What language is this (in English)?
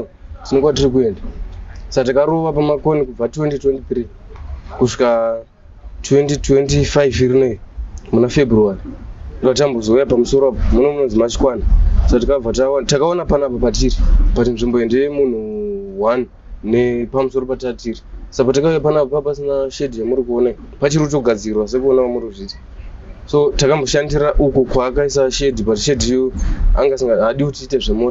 Shona